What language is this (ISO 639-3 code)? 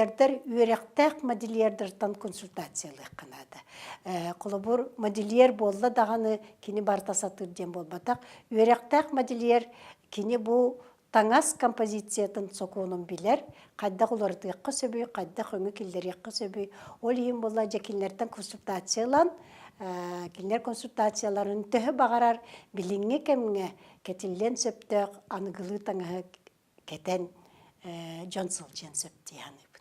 sah